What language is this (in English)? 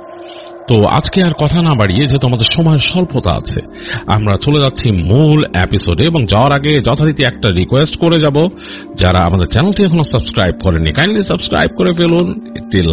Bangla